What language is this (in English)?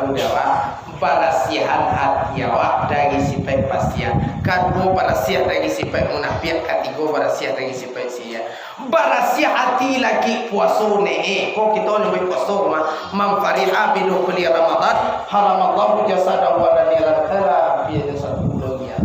Minangkabau